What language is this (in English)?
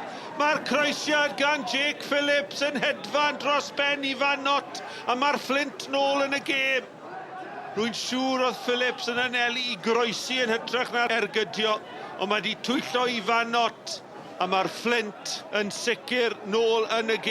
Welsh